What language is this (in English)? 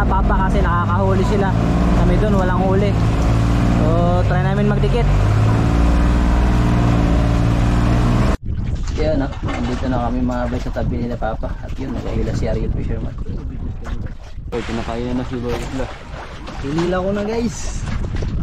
Filipino